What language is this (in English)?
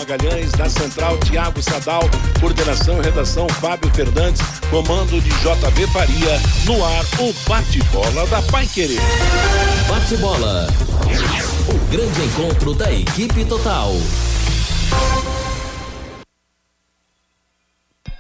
Portuguese